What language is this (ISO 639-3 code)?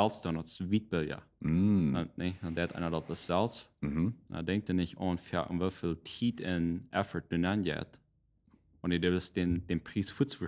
pdt